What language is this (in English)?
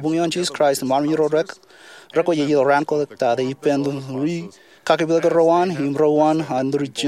Marshallese